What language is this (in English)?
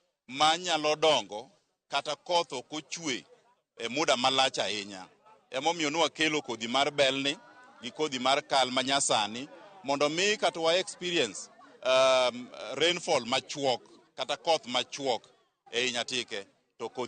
Luo (Kenya and Tanzania)